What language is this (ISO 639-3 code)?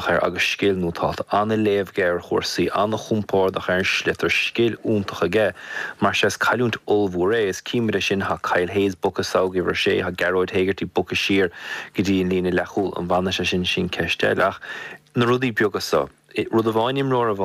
gle